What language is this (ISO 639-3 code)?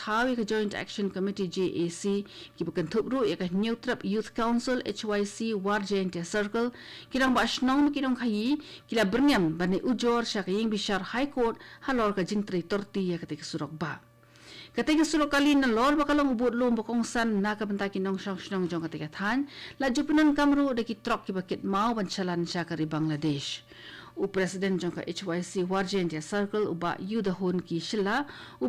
kha